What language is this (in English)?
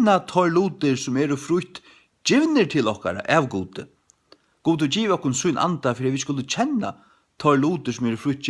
Faroese